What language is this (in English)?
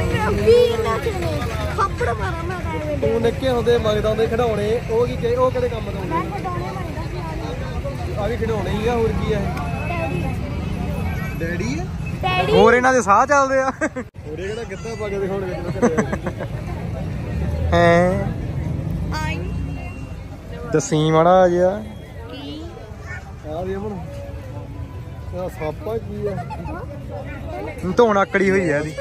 Punjabi